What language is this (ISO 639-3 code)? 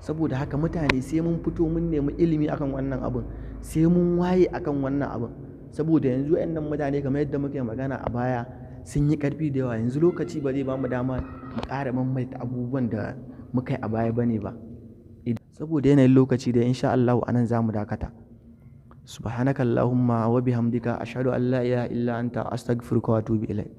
hau